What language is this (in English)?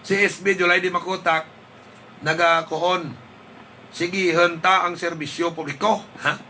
Hiligaynon